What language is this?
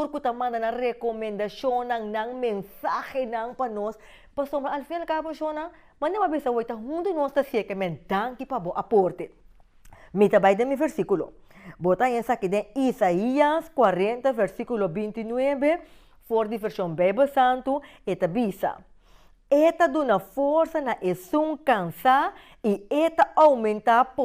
Papiamento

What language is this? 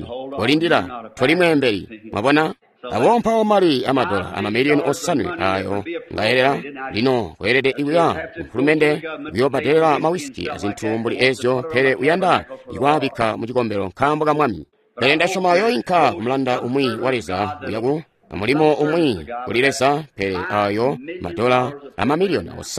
Tonga (Zambia)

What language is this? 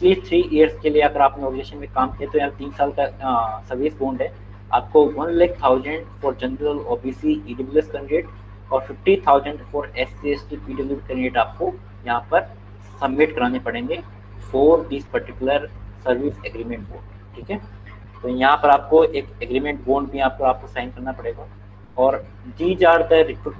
Hindi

